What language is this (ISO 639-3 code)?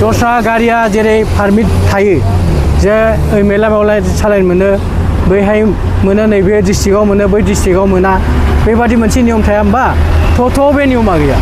brx